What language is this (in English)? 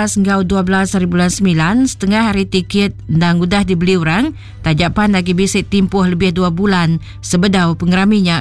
Iban